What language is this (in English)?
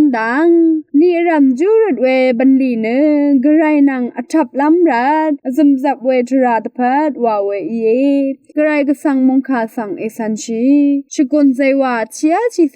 Rawang